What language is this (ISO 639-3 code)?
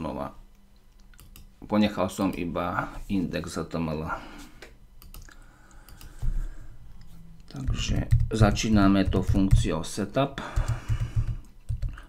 slk